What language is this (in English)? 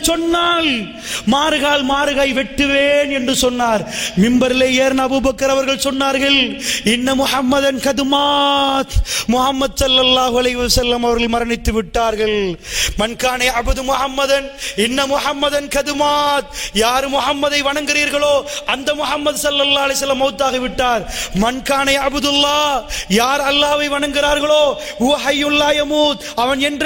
Tamil